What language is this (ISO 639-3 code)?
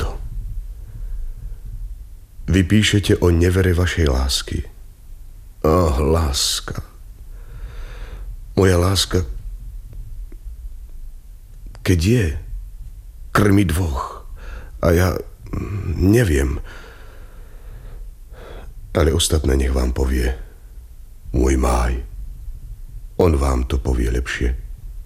slk